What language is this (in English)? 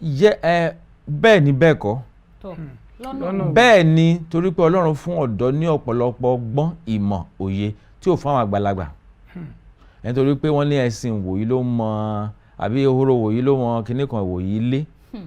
Yoruba